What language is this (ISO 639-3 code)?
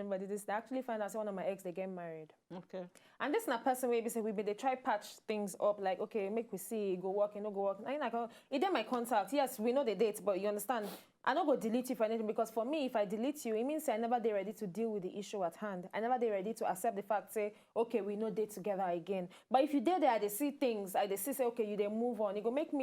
pcm